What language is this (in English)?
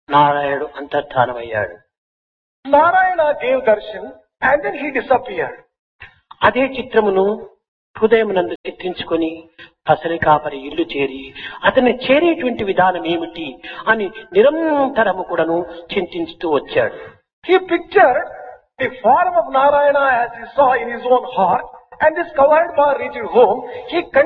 Telugu